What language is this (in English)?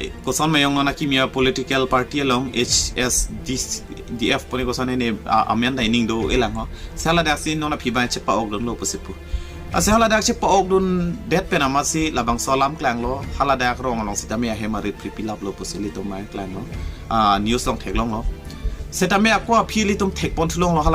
Karbi